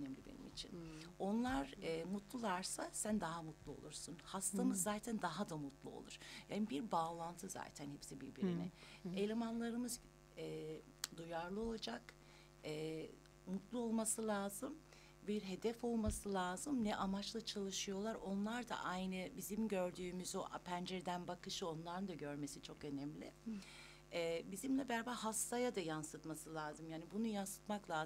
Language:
Turkish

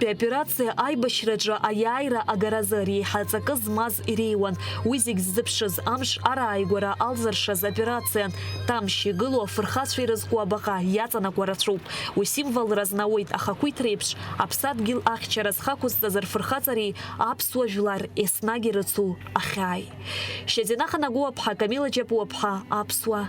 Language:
Abkhazian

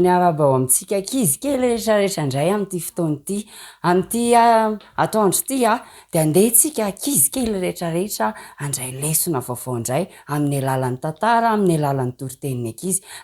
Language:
Malagasy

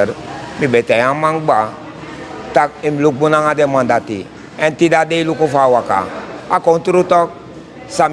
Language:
Sranan Tongo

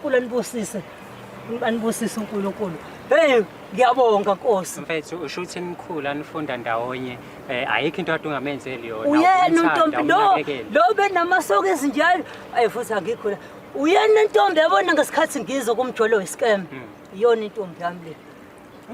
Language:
Zulu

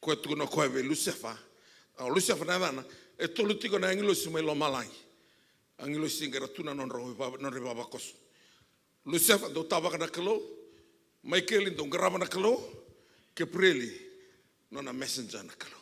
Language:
Fijian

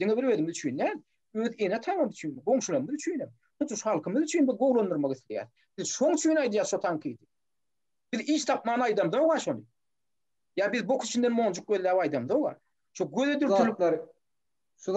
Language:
Turkmen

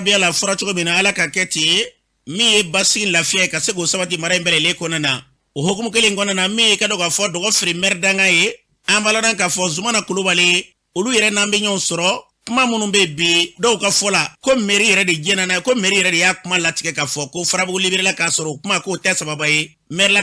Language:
Bambara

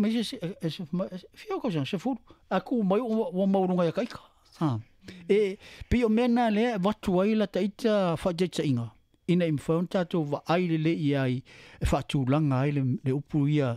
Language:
Samoan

